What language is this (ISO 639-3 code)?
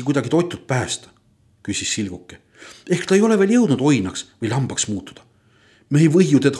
est